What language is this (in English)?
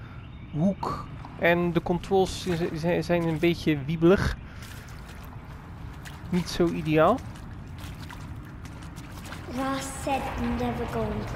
Dutch